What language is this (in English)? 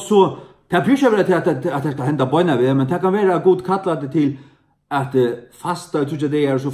Faroese